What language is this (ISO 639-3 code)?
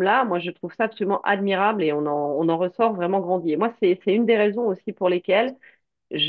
fra